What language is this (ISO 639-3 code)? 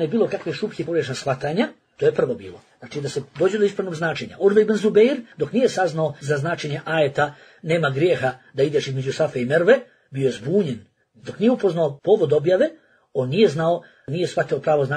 bos